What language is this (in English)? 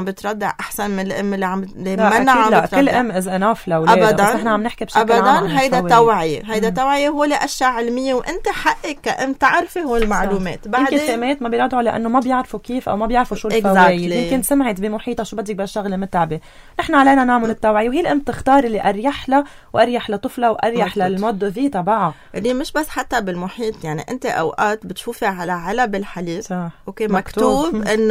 North Levantine Arabic